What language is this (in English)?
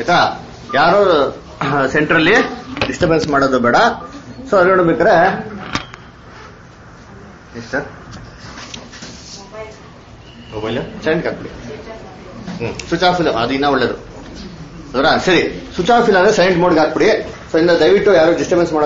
Kannada